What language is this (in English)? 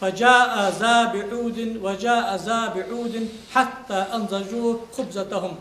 Ingush